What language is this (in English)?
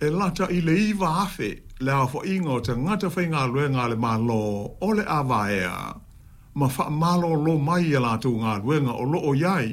Samoan